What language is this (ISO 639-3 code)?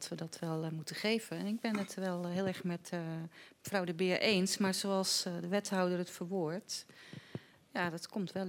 nld